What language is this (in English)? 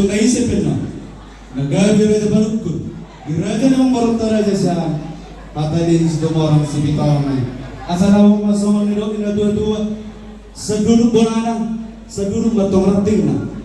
Batak Toba